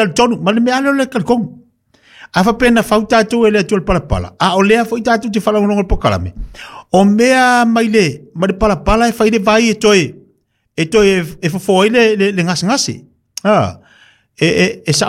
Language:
Samoan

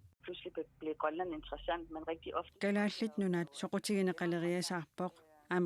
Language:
Kalaallisut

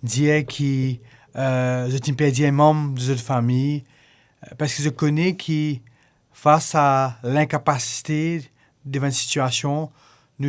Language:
Morisyen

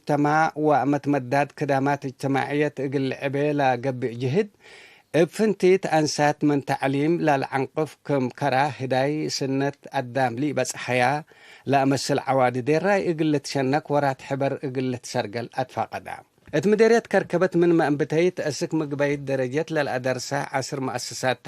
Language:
Tigre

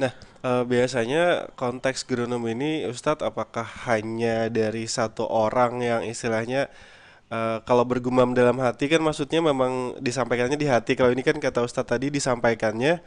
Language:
Banjar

